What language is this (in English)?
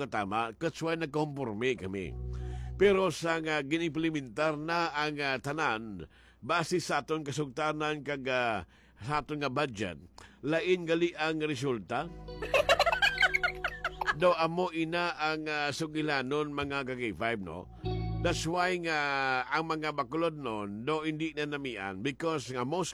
Hiligaynon